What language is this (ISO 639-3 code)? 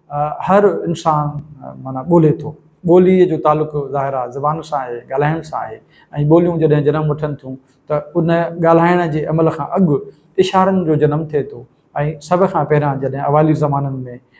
snd